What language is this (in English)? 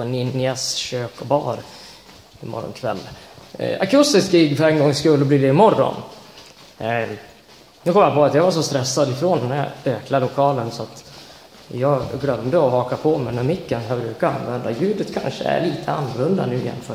Swedish